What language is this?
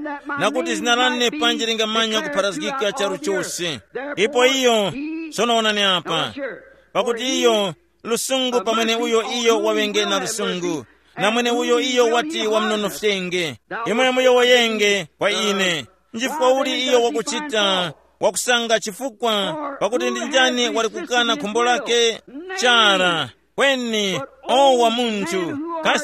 Tumbuka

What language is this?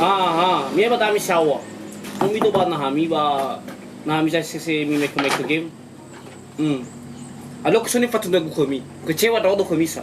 Nias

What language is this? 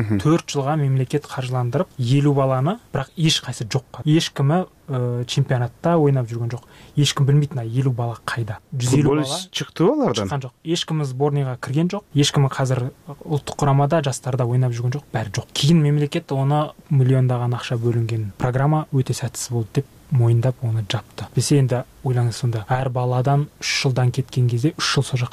Kyrgyz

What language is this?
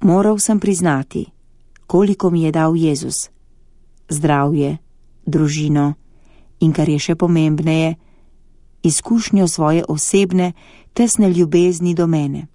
Slovenian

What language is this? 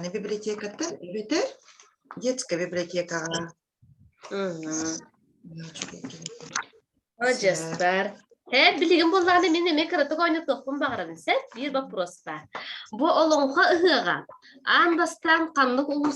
Yakut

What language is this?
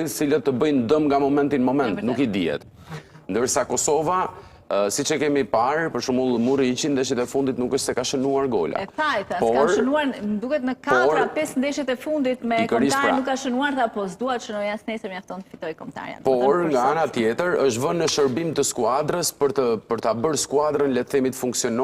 Albanian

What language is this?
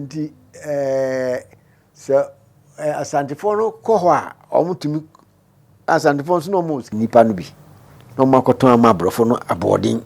Akan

